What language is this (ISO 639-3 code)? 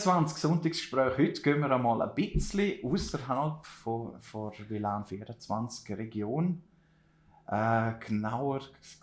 gsw